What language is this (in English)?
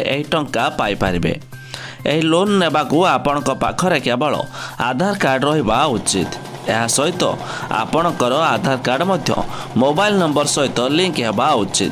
Odia